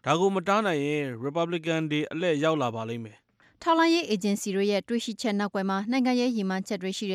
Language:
Burmese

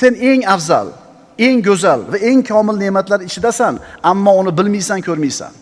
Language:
Uzbek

